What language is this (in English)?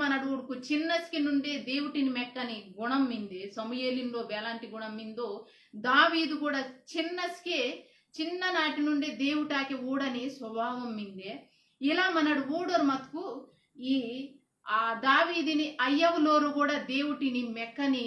Koya